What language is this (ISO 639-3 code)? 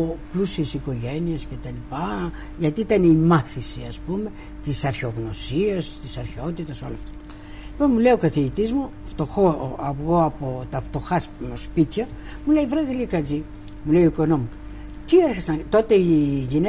ell